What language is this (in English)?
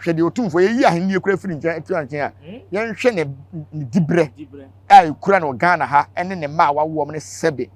Akan